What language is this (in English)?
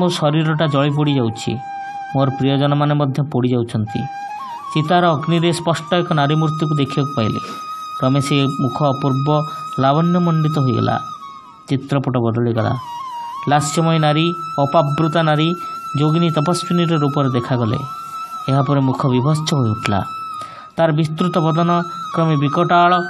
Odia